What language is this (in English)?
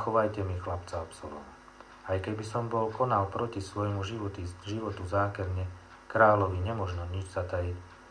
Slovak